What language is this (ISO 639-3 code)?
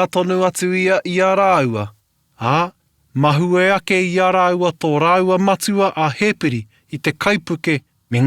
mri